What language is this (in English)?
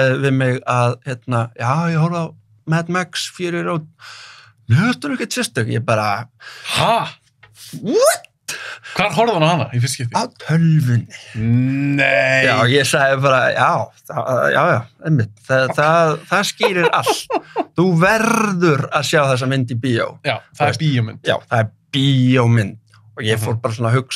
Icelandic